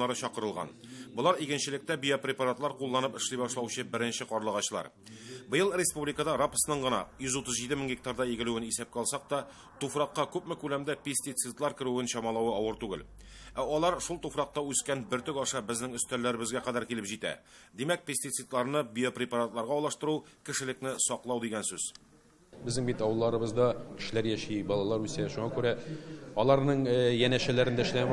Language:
Tatar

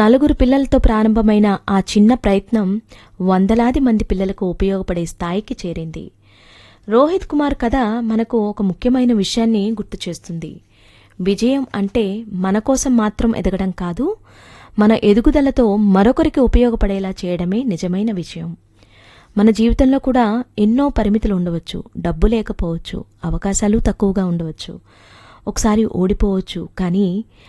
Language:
Telugu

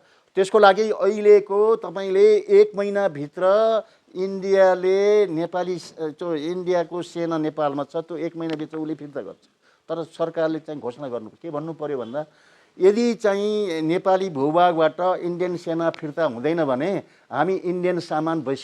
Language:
Nepali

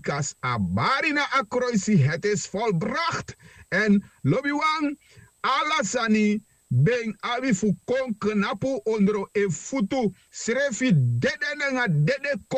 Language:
Sranan Tongo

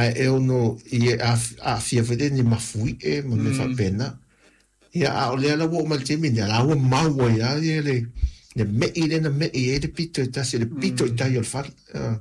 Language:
Samoan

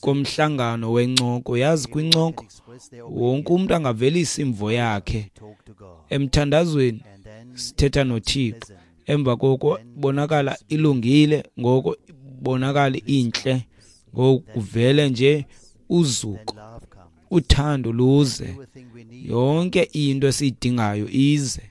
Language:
Xhosa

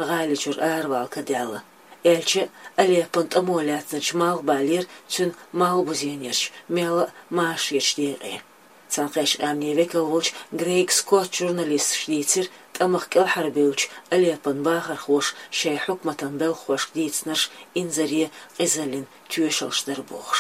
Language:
Chechen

